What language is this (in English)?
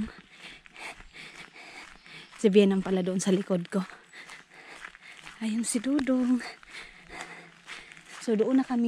Filipino